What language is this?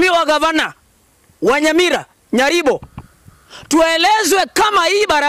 Gusii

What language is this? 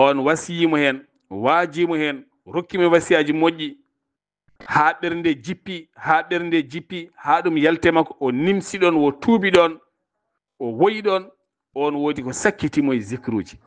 Fula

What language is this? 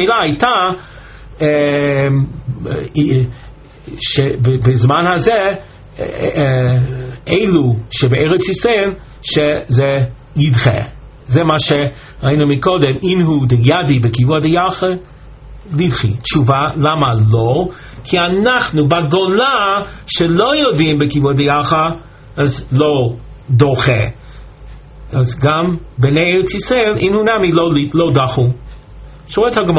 Hebrew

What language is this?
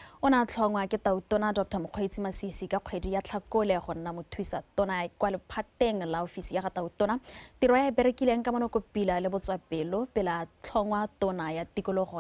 Tswana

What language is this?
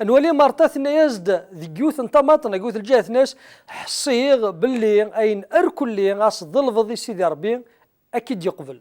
Kabyle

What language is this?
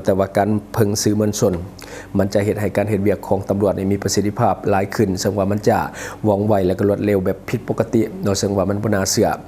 Lao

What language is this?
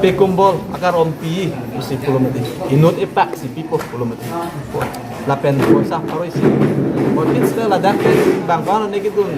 Karbi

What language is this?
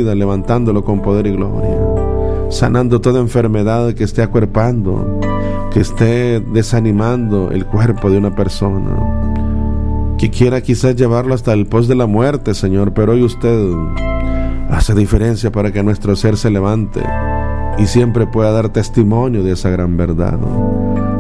Spanish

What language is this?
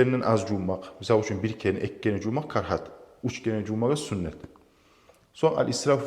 Kumyk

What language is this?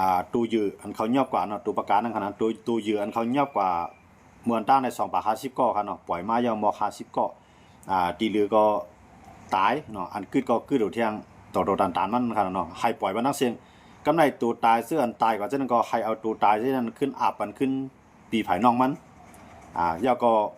Shan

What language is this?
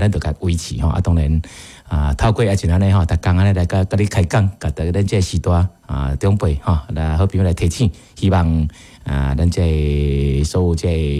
Min Nan Chinese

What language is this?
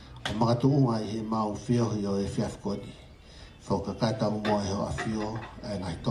Tongan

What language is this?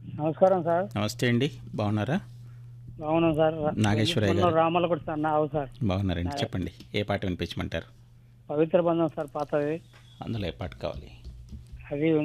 Telugu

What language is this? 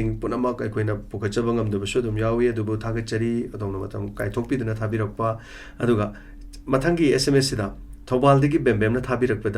Manipuri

